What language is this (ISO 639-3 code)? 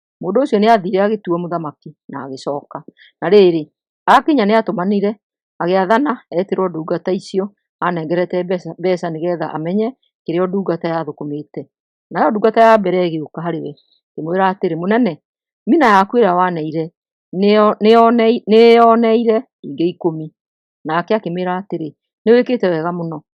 kik